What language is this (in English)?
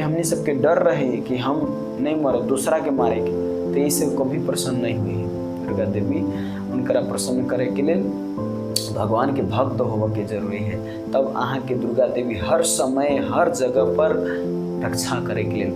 Maithili